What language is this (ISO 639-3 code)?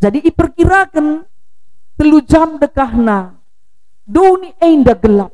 btx